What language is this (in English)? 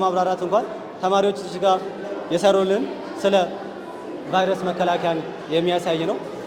Amharic